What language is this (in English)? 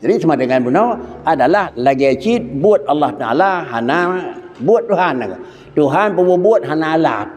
Achinese